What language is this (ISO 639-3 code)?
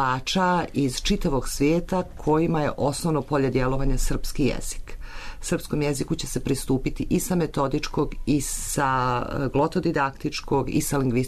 srp